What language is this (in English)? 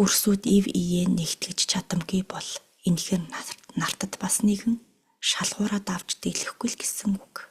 Mongolian